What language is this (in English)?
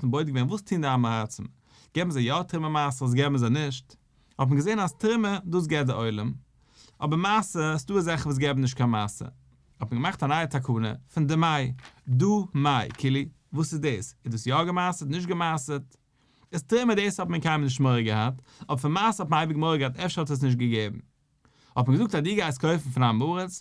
Yiddish